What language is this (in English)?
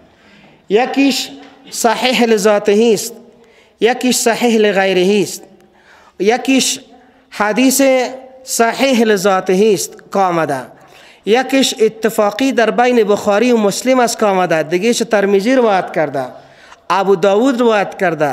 Persian